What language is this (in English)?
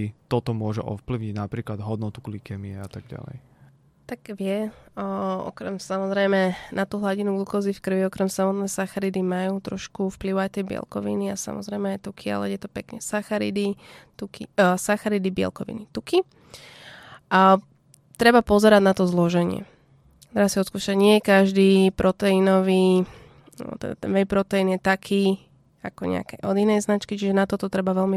Slovak